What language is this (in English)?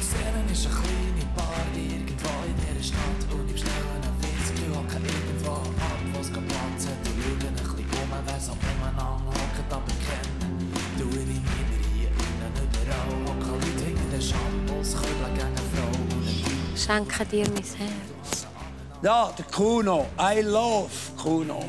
Swiss German